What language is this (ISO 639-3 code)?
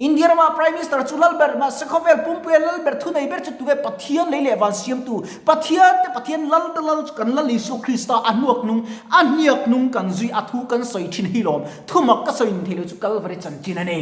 lus